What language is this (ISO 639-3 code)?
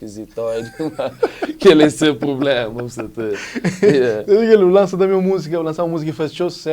kea